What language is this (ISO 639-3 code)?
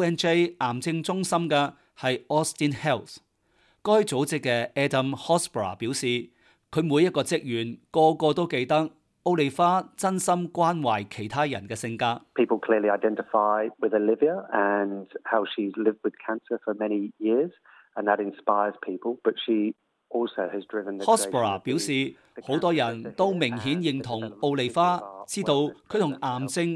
yue